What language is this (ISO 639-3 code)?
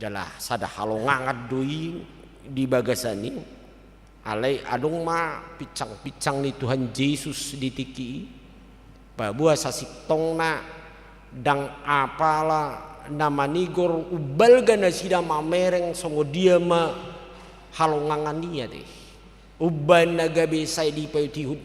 bbc